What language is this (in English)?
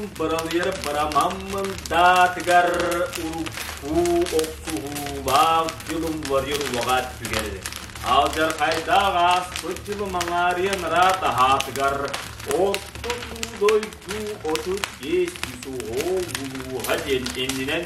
Yakut